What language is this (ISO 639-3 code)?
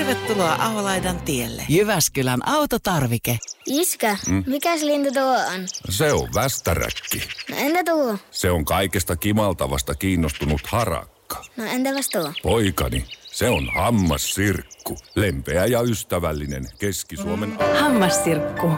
fin